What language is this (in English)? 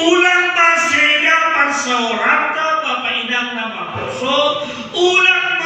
Batak Simalungun